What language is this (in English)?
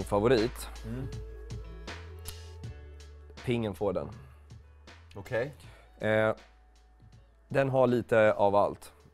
Swedish